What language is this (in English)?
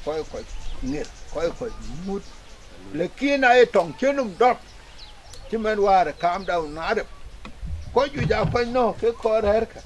Dinka